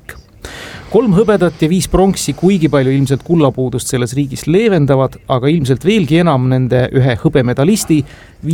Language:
Estonian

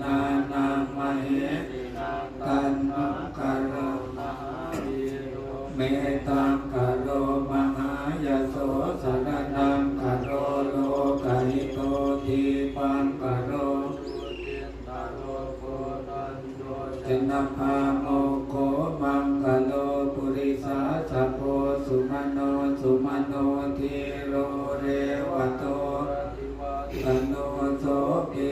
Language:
Pali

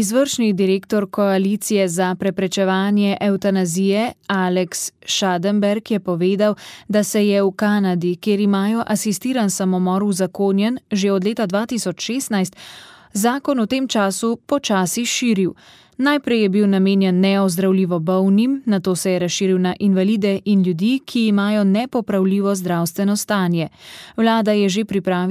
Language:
Slovenian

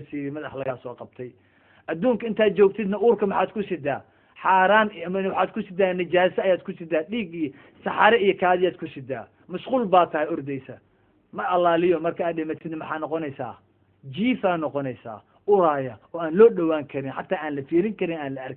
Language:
Somali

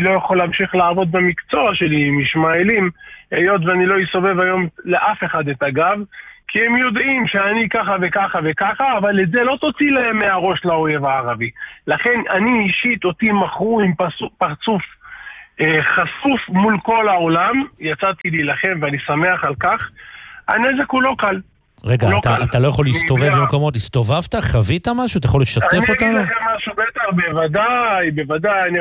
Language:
Hebrew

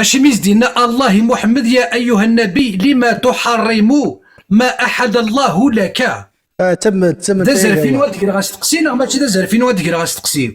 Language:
Kabyle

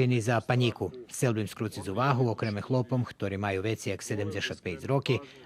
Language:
Rusyn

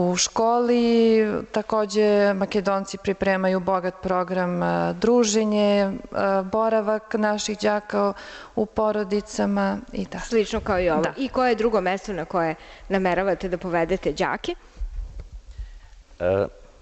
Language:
Serbian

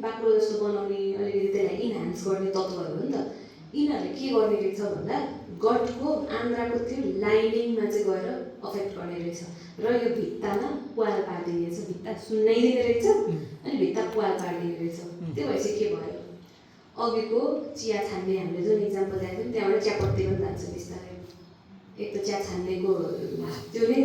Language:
Nepali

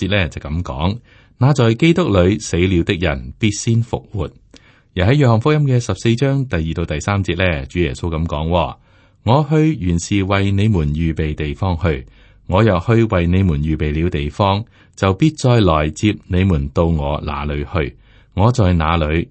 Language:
Cantonese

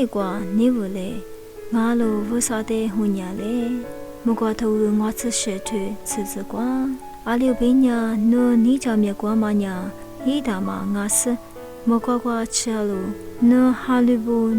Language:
Lisu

